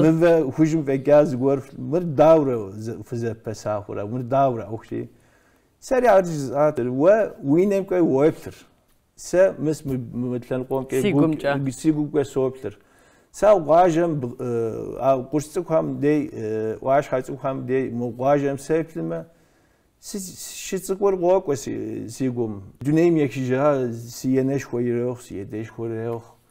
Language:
Kabardian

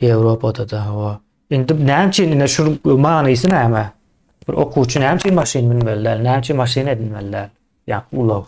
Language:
Turkmen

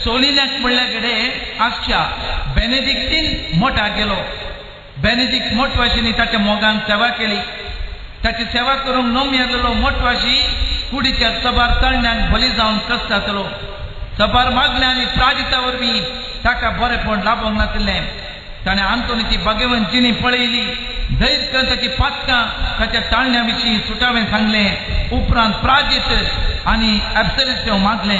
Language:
Konkani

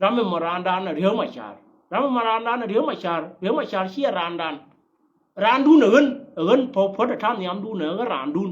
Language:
Nuer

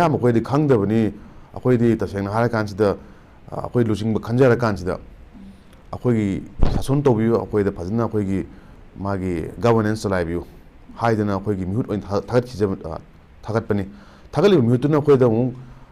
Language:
Manipuri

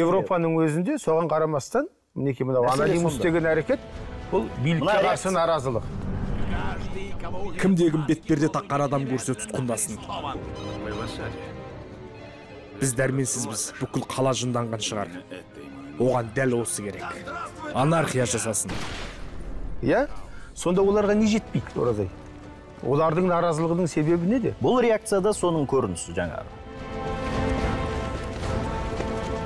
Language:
Kazakh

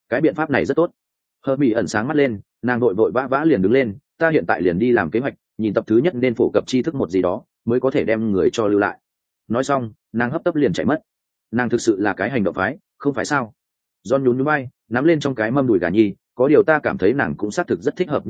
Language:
Vietnamese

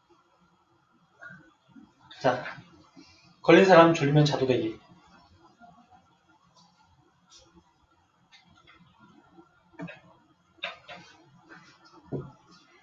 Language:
Korean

